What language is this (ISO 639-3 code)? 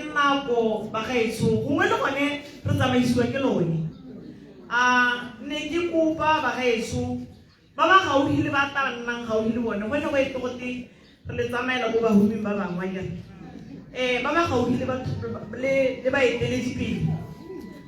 tsn